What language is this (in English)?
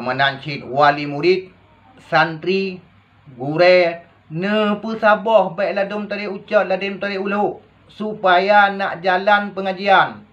Achinese